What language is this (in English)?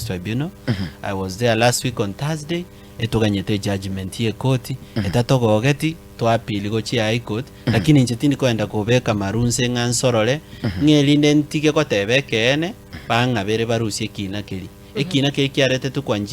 Gusii